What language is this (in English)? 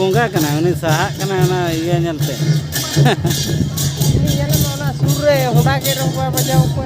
Santali